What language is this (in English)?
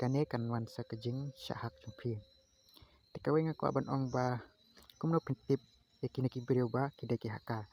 Khasi